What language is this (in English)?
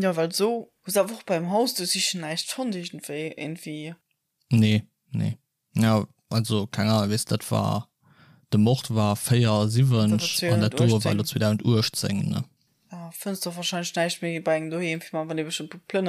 Luxembourgish